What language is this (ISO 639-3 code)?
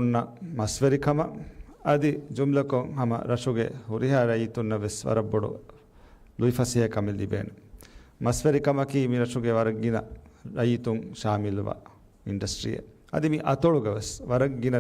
div